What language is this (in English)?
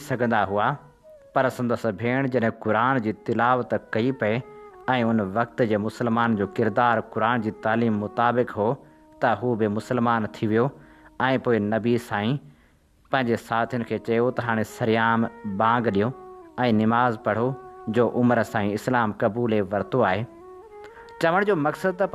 Sindhi